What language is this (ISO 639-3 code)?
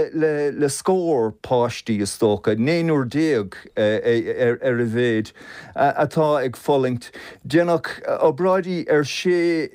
gle